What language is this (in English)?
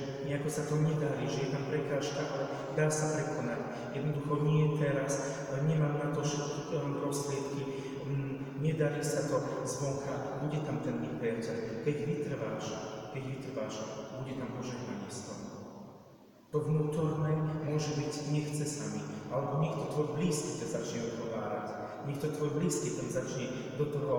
Slovak